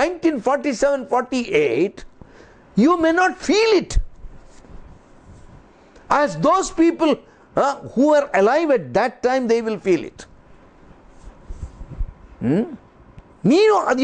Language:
Kannada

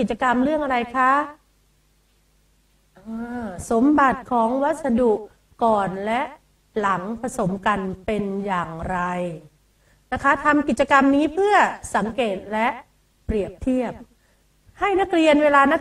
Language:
Thai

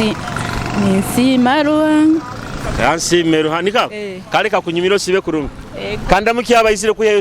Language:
Nyoro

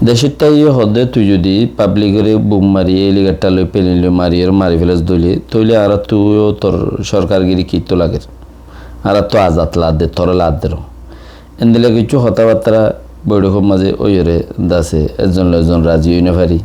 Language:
Rohingya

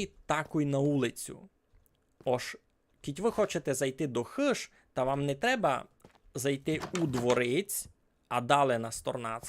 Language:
Rusyn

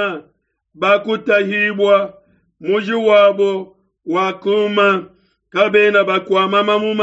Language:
Luba-Lulua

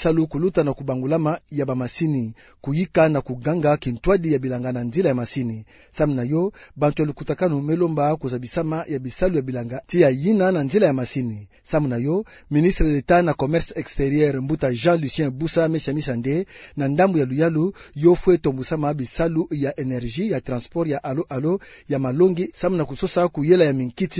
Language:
Kituba (Democratic Republic of Congo)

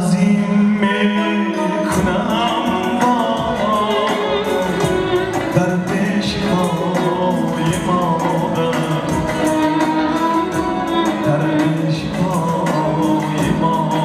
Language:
Persian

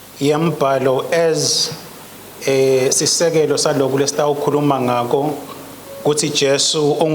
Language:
Swati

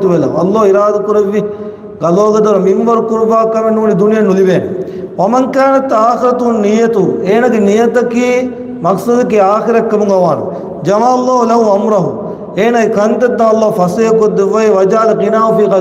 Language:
Divehi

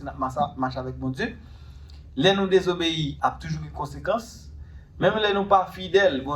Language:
Haitian Creole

